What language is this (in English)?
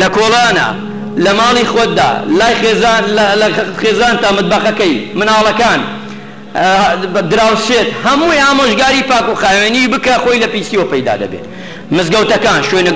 Central Kurdish